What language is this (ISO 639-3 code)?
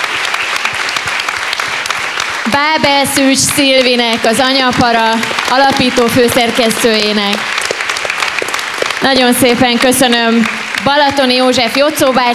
hun